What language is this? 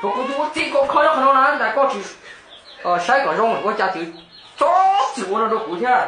Hmong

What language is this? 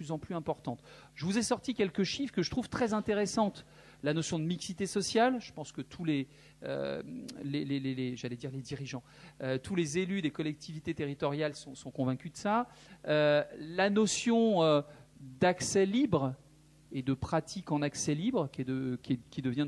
French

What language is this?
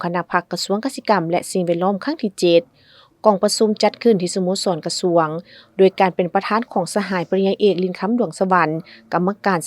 Lao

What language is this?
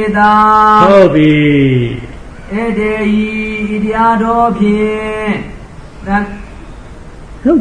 Burmese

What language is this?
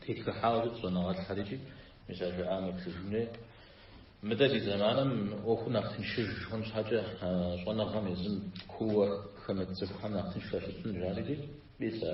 Kabardian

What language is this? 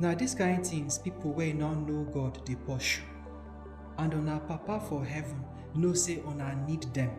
Nigerian Pidgin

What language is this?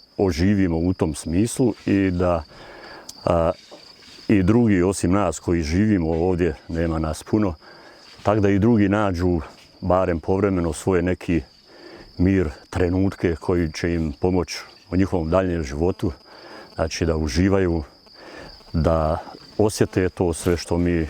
Bosnian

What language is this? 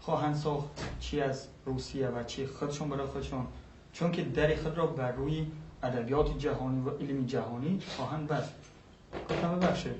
Persian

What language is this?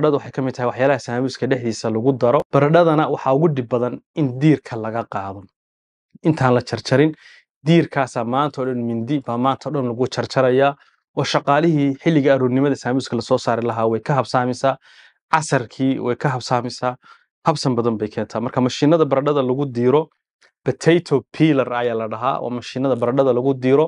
Somali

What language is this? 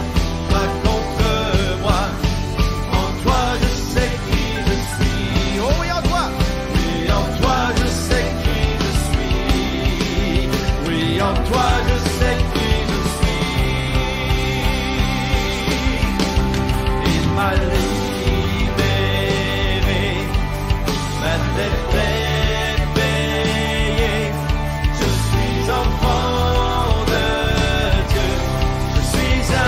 French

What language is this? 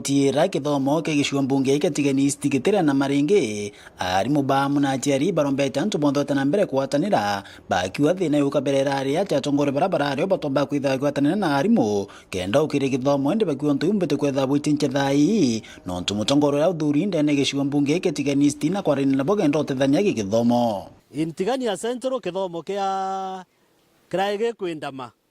Meru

